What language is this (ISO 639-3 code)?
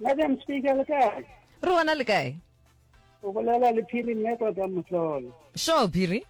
nso